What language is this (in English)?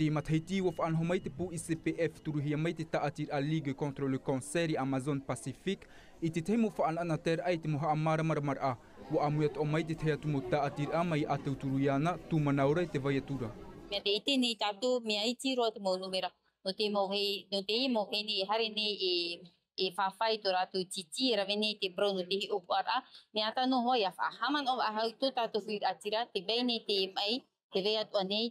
Tahitian